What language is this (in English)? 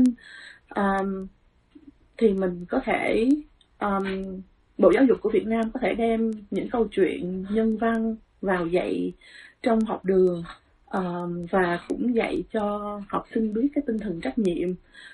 Vietnamese